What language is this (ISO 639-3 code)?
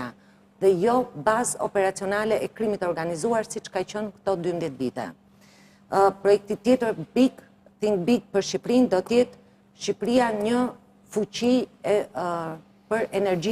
sqi